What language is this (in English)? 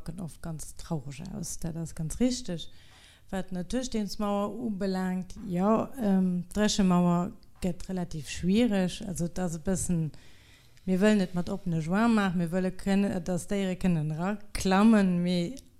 Luxembourgish